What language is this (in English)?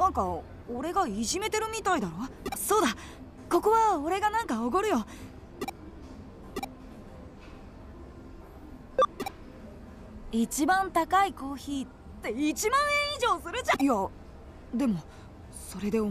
Japanese